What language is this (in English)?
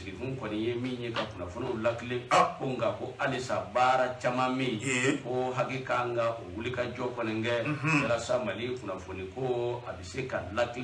Bambara